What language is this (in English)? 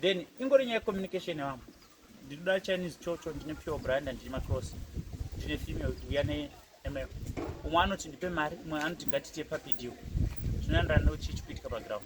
Shona